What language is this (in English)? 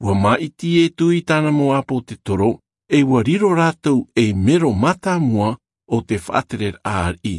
Tahitian